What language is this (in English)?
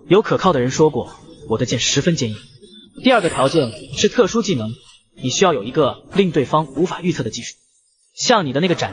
Chinese